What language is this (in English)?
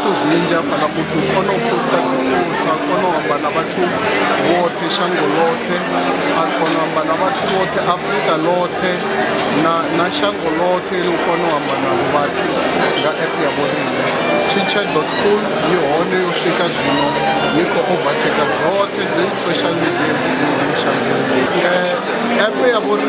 Venda